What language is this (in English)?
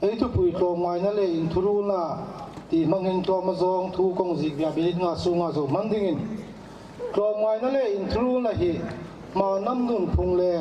Hmar